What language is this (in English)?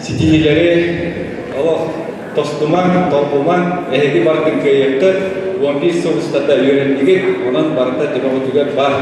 Yakut